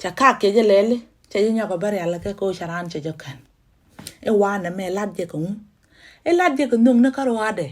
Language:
Nuer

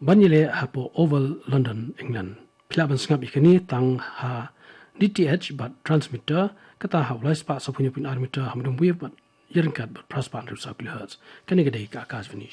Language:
Khasi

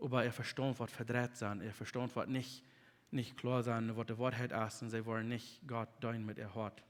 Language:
Plautdietsch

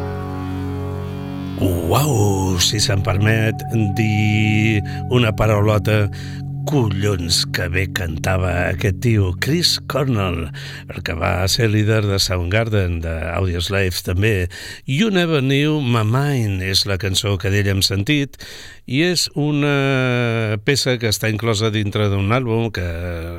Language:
Catalan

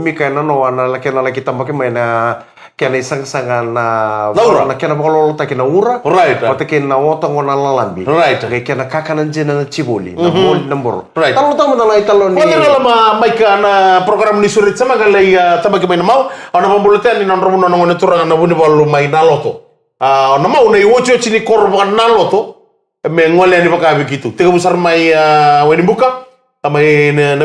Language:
Fijian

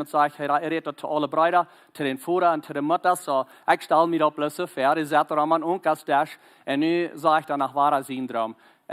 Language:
Plautdietsch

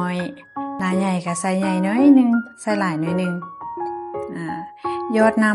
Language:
Lao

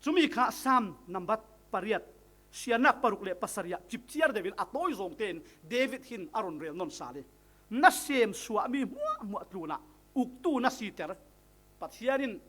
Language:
Falam Chin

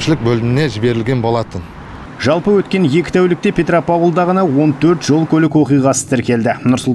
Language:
Kazakh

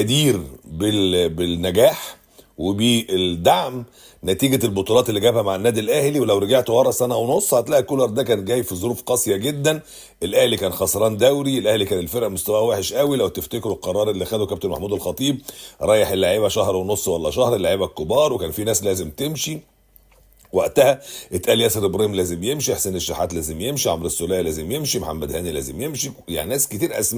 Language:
Egyptian Arabic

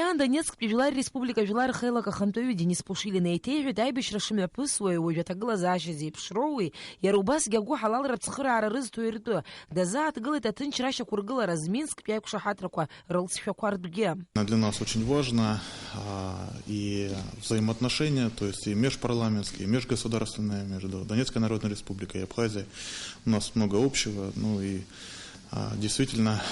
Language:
Abkhazian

